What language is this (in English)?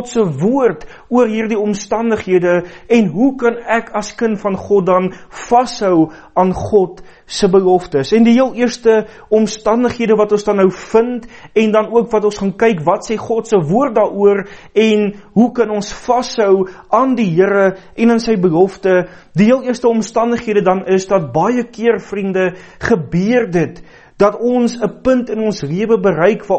Afrikaans